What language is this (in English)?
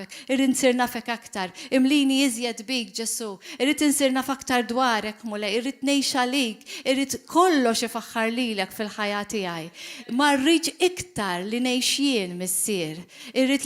Maltese